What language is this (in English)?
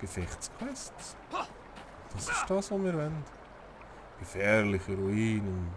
Swiss German